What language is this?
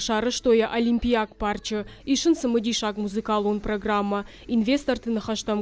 Ossetic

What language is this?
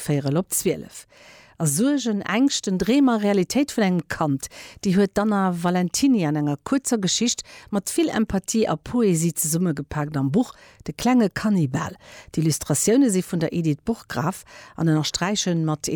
Luxembourgish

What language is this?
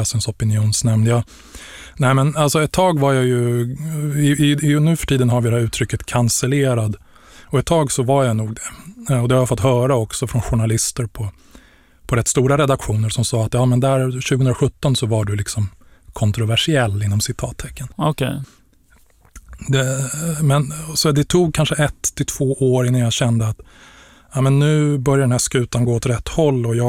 Swedish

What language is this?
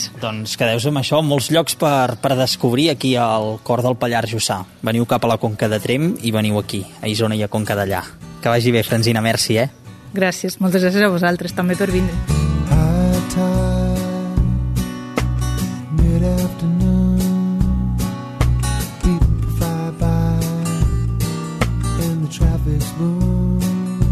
Catalan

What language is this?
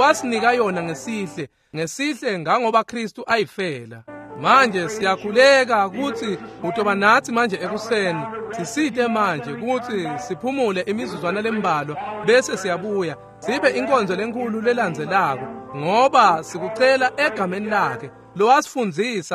Swati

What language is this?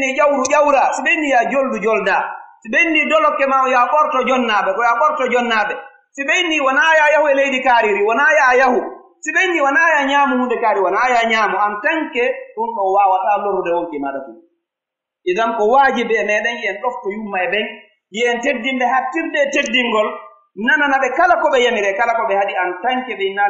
Pular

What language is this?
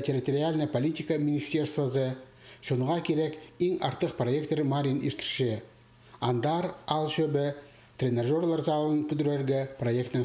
Khakas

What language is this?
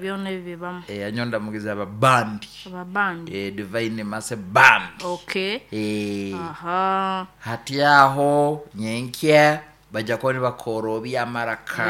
Nyankole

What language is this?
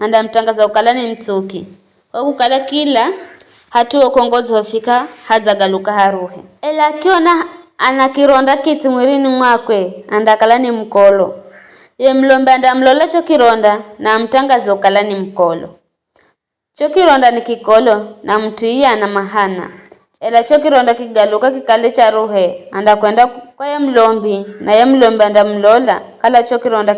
Giryama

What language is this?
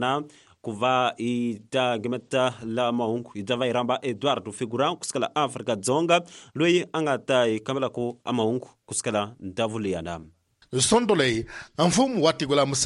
Tsonga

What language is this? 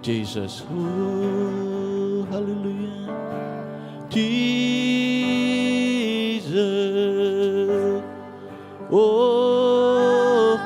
Iban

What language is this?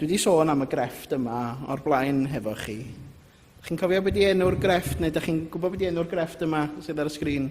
Welsh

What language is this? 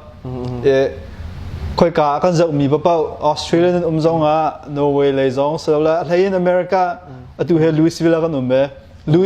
Hakha Chin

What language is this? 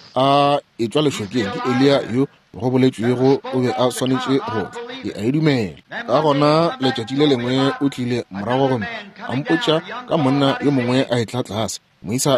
Northern Sotho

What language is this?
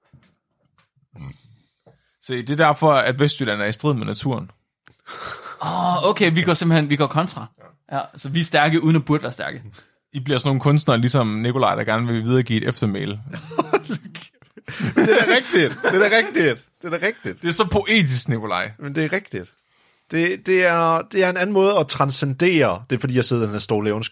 Danish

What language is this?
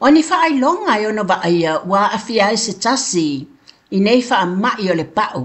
Samoan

